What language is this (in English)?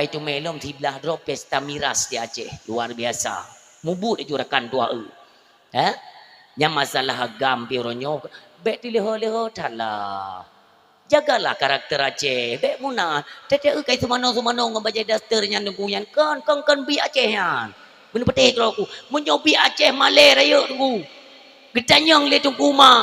Achinese